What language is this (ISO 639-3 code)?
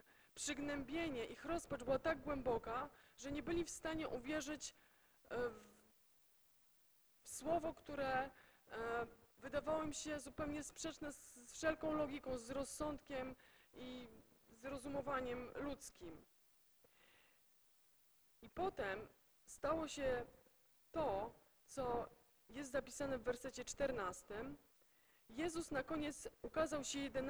pol